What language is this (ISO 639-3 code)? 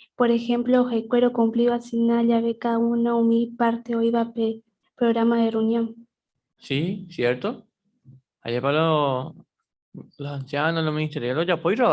grn